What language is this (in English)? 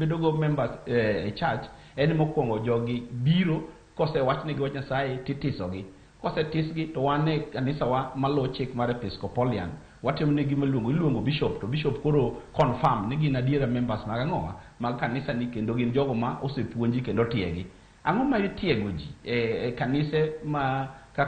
Luo (Kenya and Tanzania)